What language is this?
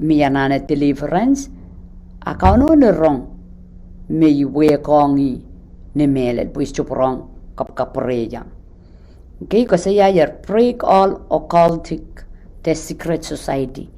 Pohnpeian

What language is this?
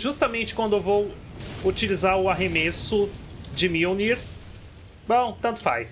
Portuguese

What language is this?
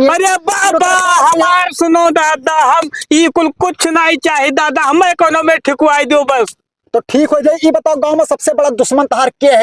Awadhi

